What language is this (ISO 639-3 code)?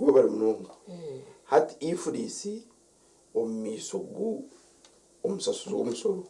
nyn